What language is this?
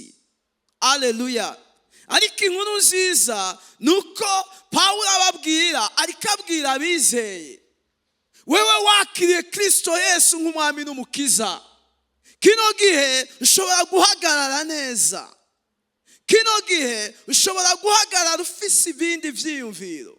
Rundi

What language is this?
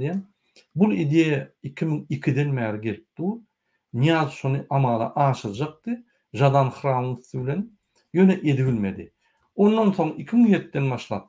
Turkmen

